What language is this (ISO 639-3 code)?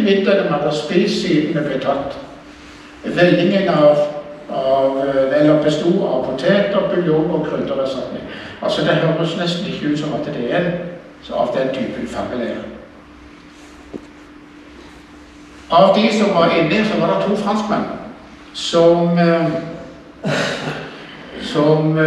nor